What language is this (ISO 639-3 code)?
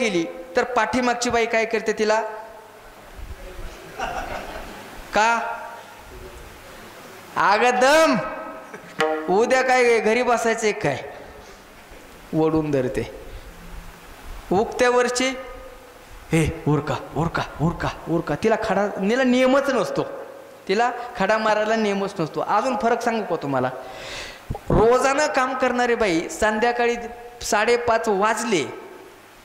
mar